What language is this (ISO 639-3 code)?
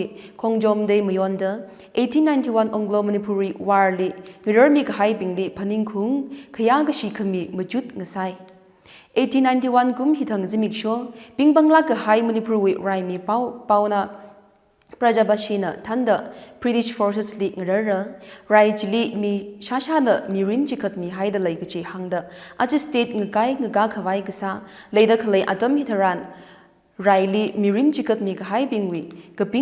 nmf